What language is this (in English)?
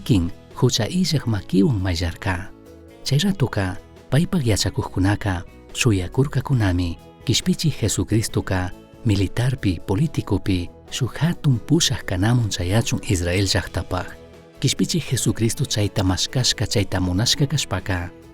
Chimborazo Highland Quichua